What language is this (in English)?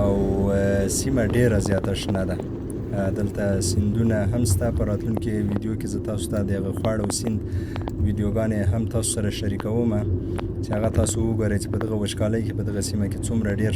Pashto